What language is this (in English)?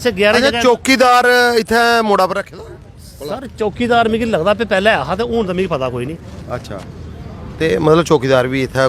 Dogri